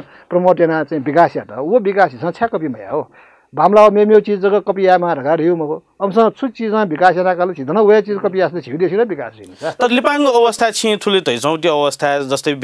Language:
Newari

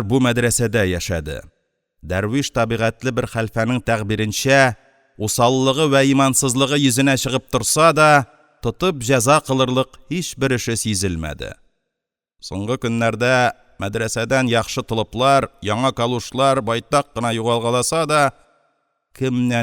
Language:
Tatar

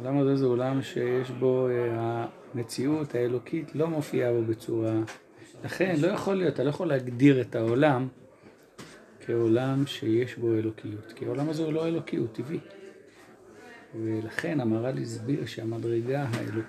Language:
Hebrew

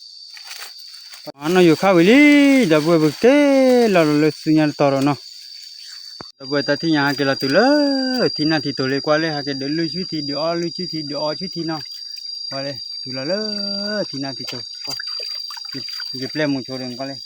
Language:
S'gaw Karen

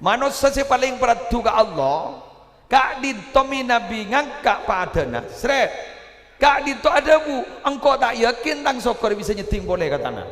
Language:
Madurese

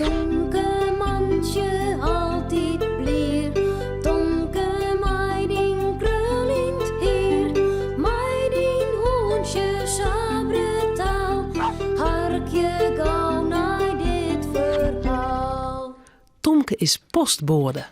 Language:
Western Frisian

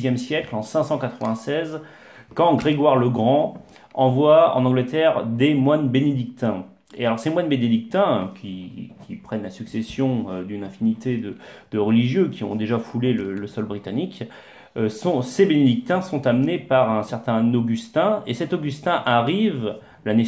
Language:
French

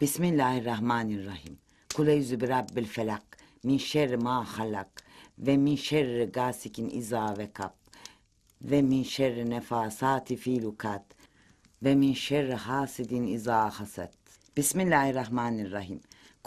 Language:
Turkish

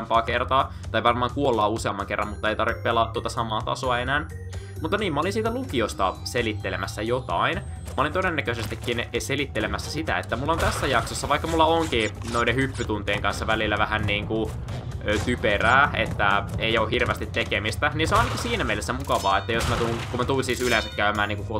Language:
Finnish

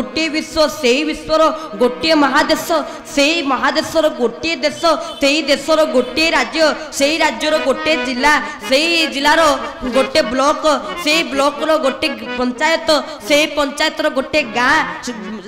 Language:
Odia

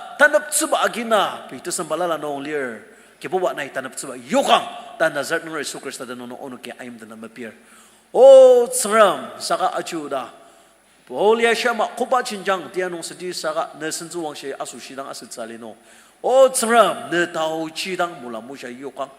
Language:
Ao Naga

